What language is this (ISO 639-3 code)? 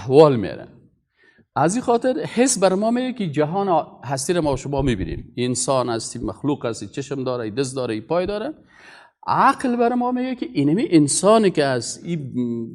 fas